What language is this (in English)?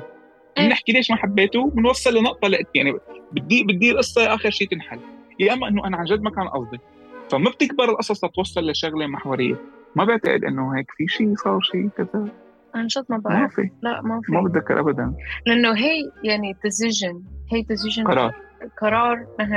North Levantine Arabic